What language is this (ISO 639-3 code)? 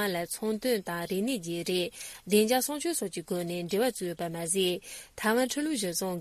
bod